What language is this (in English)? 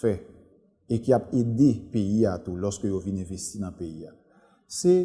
Haitian Creole